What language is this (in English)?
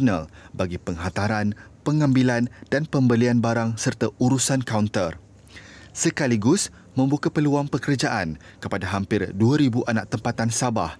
Malay